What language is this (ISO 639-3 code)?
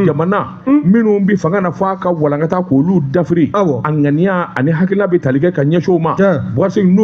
bam